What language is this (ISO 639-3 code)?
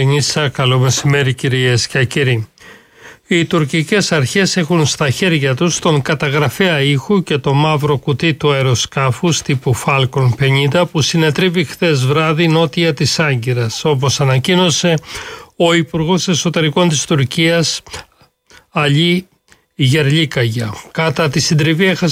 ell